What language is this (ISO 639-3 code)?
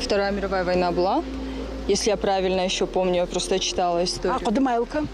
oss